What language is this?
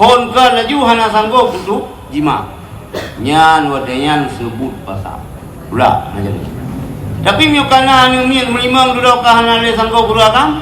Achinese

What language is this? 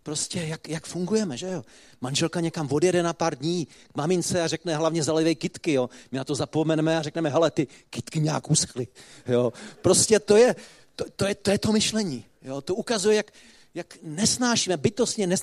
Czech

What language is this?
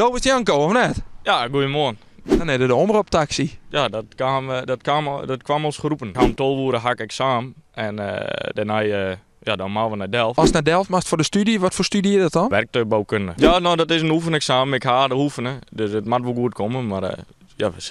Western Frisian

